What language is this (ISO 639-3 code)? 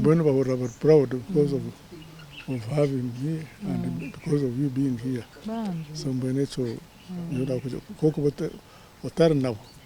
nyn